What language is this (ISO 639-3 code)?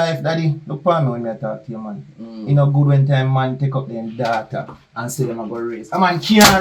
jam